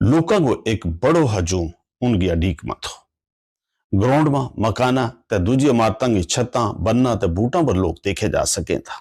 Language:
Gujari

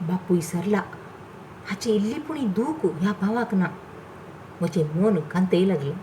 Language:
Konkani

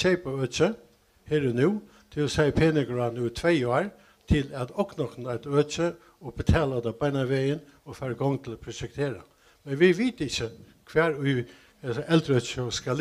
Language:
Faroese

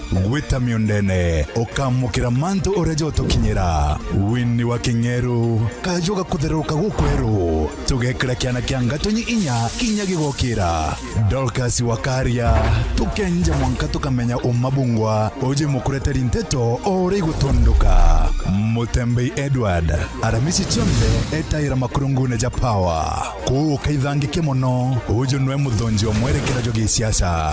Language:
Meru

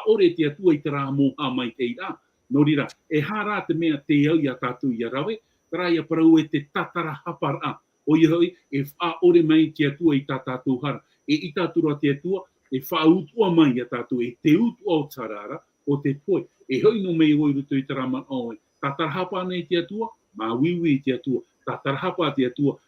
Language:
Tahitian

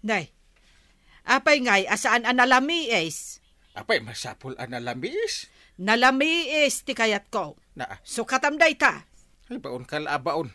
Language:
Iloko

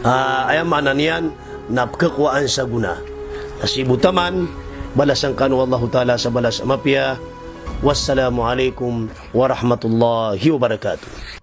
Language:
Maranao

